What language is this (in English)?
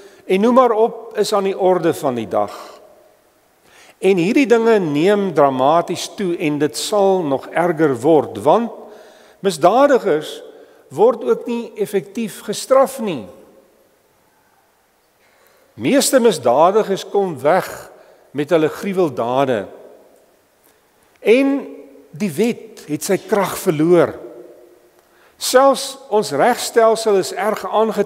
Afrikaans